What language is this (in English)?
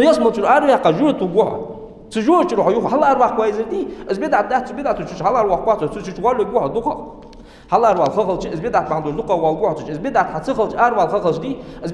Ingush